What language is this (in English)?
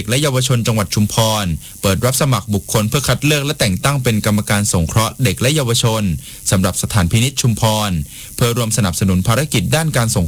Thai